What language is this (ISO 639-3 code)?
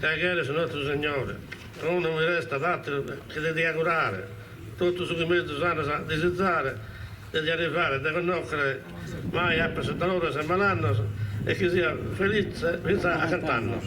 srd